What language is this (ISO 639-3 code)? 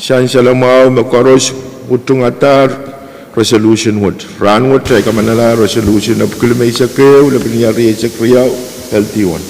pon